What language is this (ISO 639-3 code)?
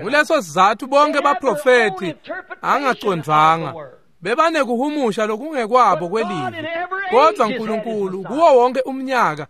ssw